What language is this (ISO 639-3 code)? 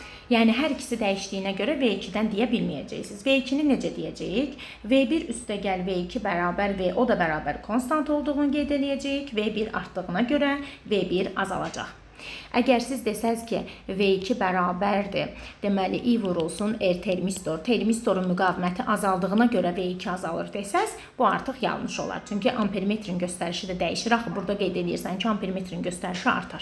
aze